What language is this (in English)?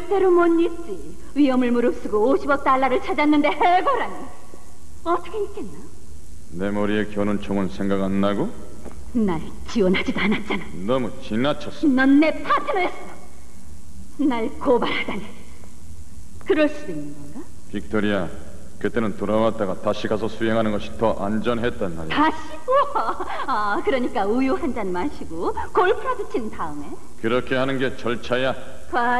Korean